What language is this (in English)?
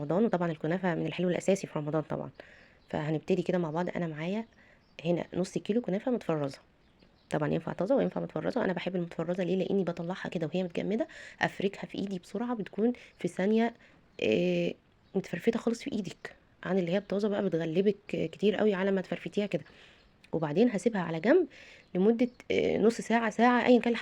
Egyptian Arabic